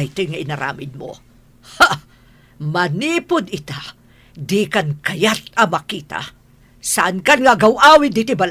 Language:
Iloko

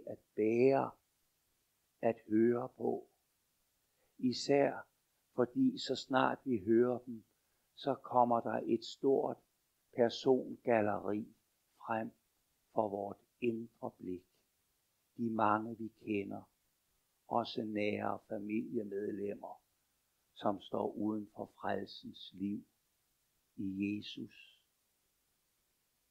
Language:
Danish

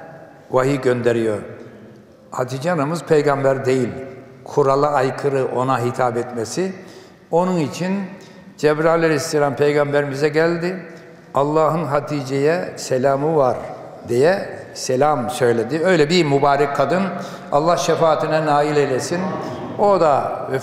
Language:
Turkish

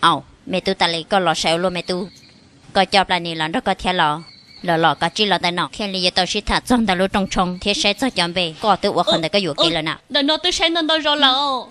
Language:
Hmong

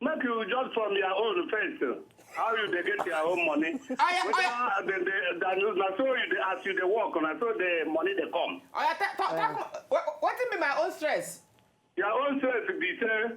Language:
Nigerian Pidgin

